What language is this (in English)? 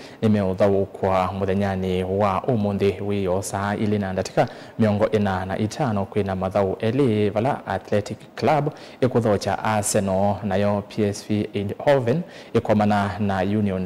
Kamba